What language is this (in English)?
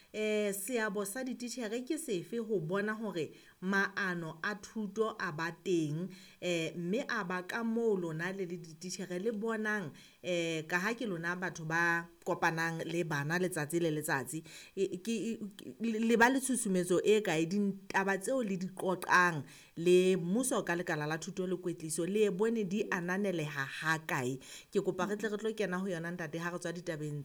Southern Sotho